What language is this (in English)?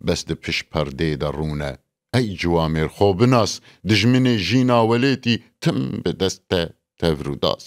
Kurdish